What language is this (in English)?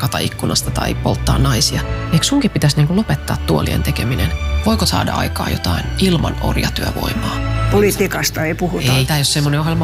Finnish